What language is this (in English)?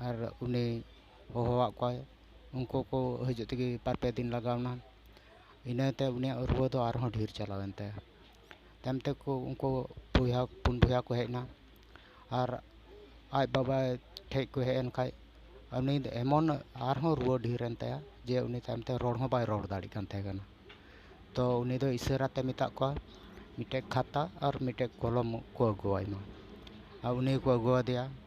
Santali